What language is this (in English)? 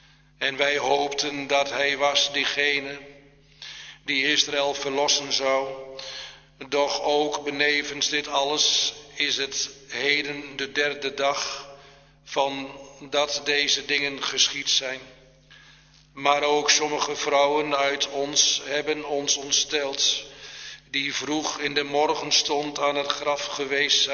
Dutch